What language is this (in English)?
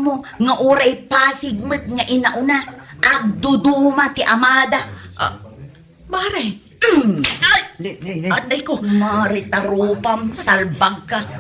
Iloko